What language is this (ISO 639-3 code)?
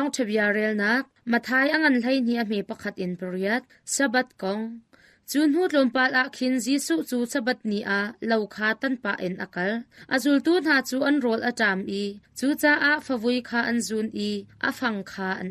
cnh